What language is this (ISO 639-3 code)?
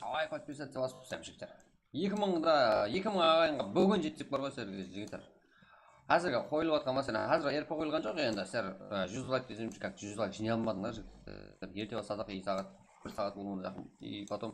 kaa